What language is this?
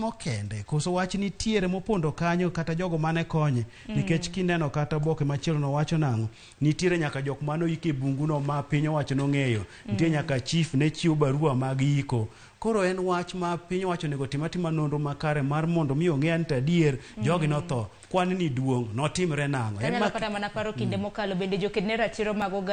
Luo (Kenya and Tanzania)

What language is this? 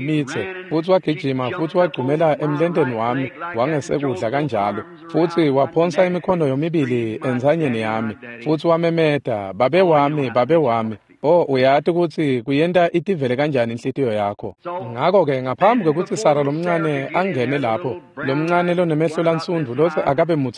Swati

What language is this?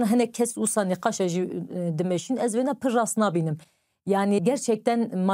Kurdish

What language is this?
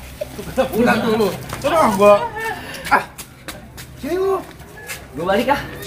Betawi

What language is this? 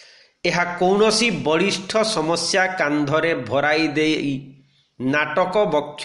Odia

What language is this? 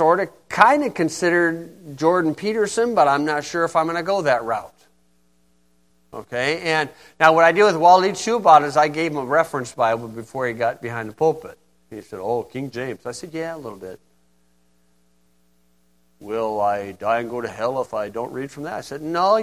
English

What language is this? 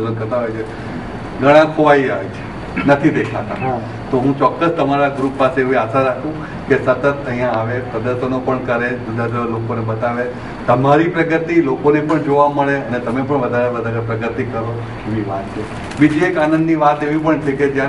Gujarati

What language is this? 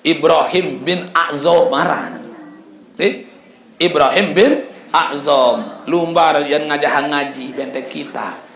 Sasak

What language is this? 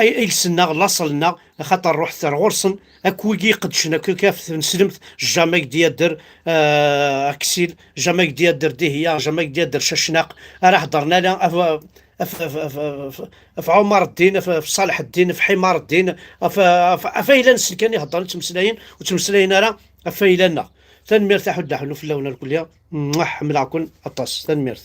Kabyle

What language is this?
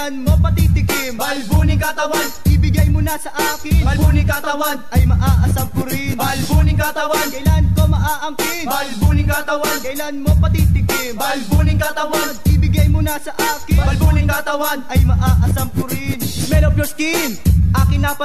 Filipino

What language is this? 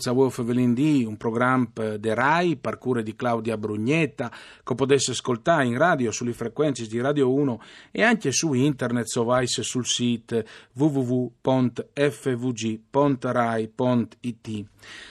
Friulian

